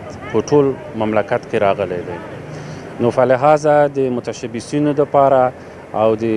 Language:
Pashto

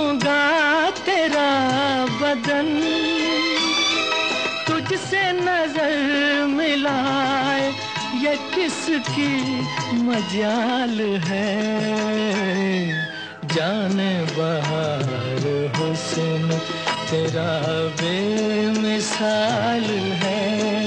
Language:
Hindi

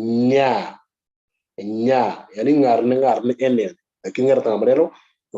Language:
Moro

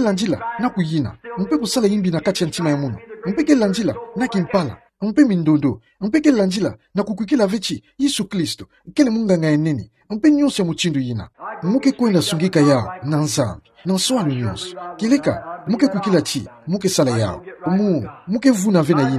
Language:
Kituba (Democratic Republic of Congo)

